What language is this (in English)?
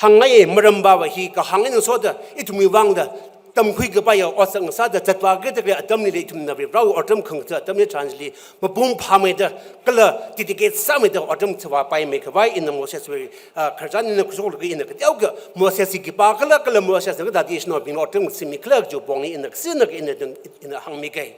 Tangkhul Naga (India)